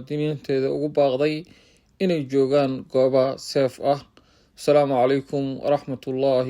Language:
Somali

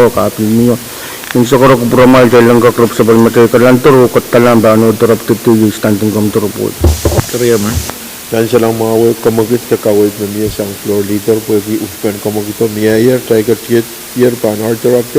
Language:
Pohnpeian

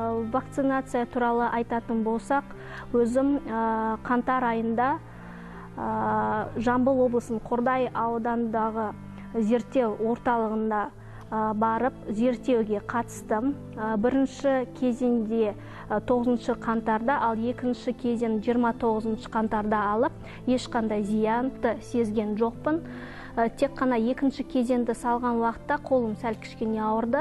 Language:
Kazakh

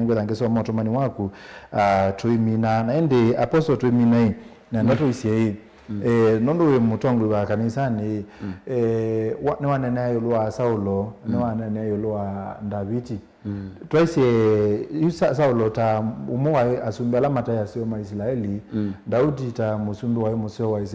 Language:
Kamba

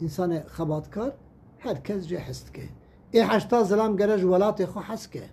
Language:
Kurdish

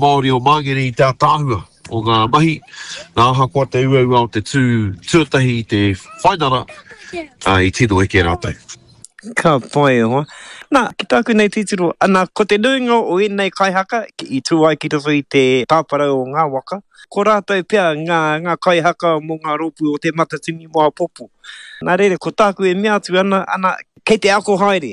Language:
Māori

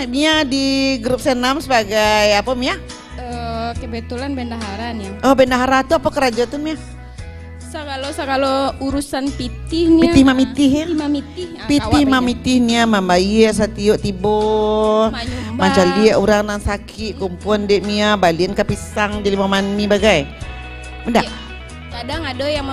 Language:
Minangkabau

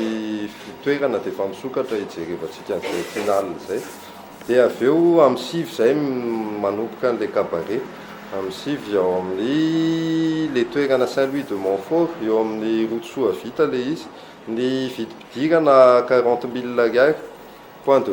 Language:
Malagasy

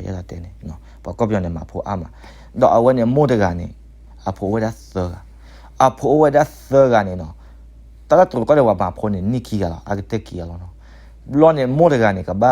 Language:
S'gaw Karen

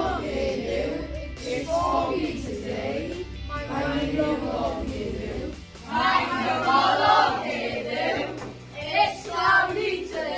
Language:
Welsh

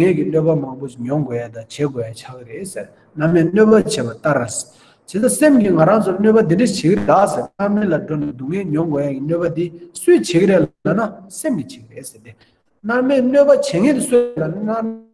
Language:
Tibetan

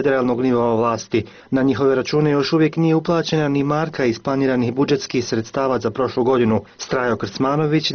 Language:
Bosnian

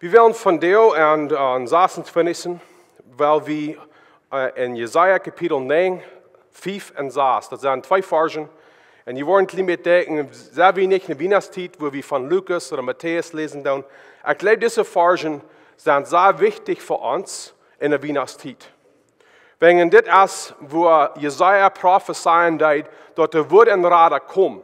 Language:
Plautdietsch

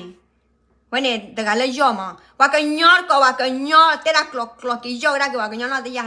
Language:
S'gaw Karen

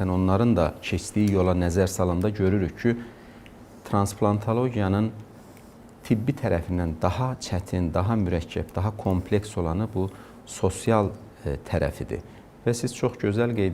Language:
Azerbaijani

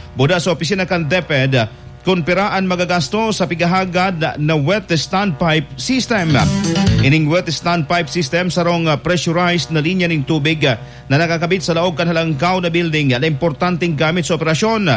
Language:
Bikol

